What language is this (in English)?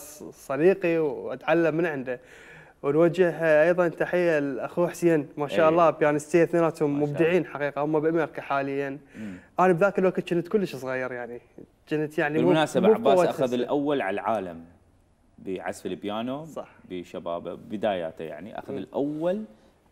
Mesopotamian Arabic